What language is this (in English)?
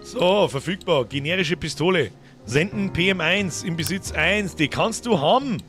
Bavarian